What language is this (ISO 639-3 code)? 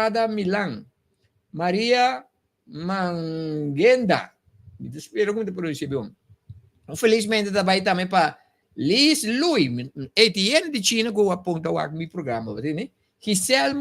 pap